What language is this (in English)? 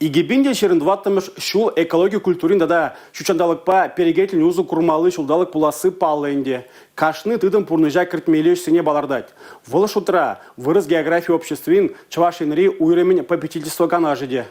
Chuvash